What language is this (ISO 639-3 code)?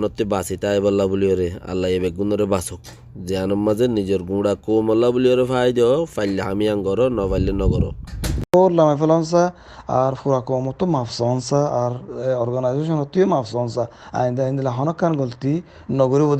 rhg